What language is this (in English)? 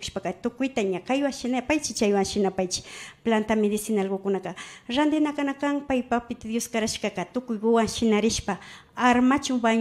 Imbabura Highland Quichua